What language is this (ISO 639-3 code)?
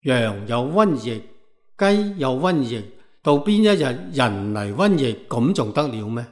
yue